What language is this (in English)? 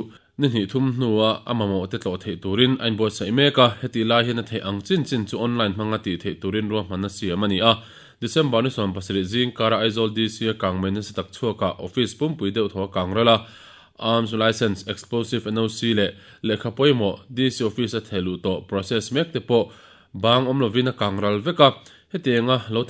Mizo